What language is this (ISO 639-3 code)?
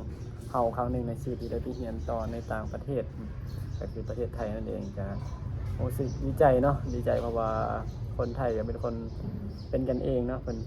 lao